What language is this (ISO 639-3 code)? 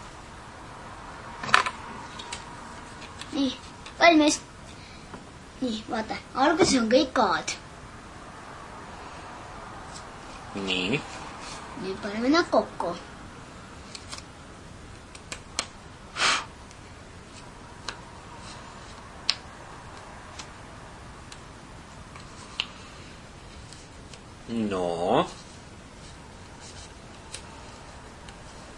est